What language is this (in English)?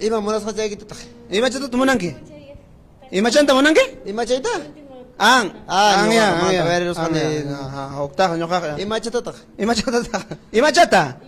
Ayacucho Quechua